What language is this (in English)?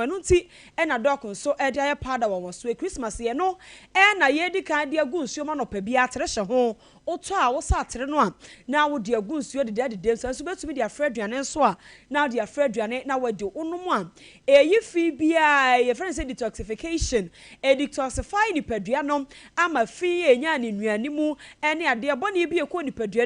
Akan